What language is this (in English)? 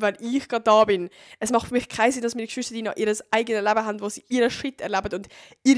Swiss German